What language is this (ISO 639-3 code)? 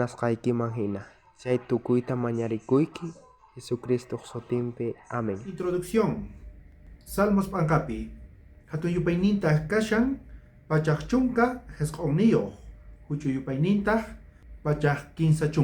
quh